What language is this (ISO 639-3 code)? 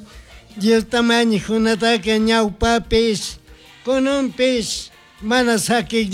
qug